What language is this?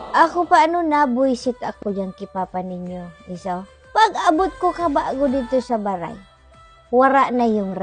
Bikol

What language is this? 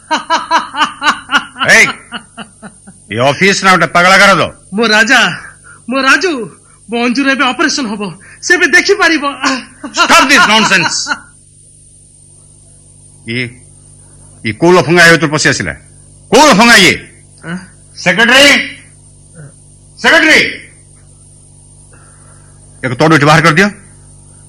Odia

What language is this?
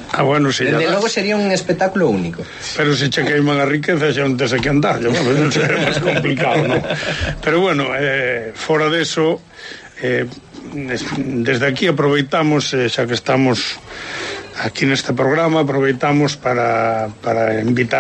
Galician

